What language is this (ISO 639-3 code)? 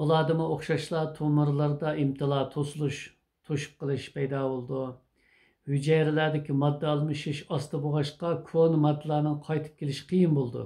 uig